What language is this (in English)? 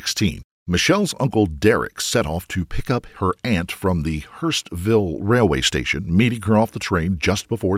English